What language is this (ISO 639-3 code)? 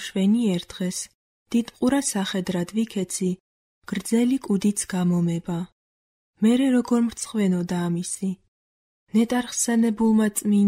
kat